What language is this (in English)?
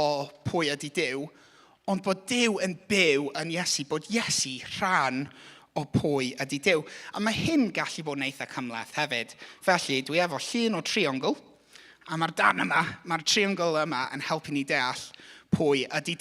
Welsh